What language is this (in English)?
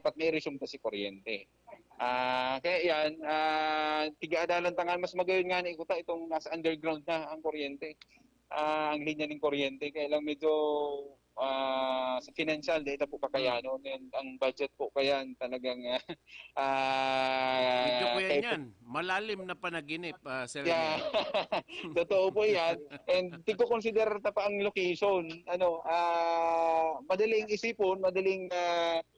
Bikol